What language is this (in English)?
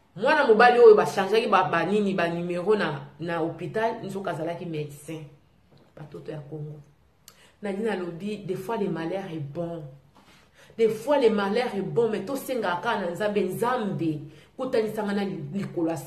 Lingala